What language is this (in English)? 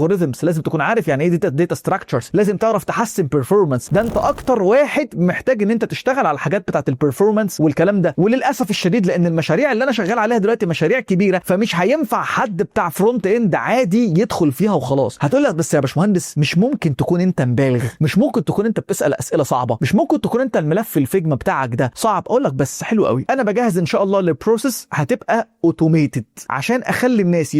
Egyptian Arabic